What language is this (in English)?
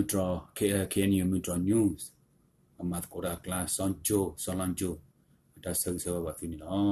S'gaw Karen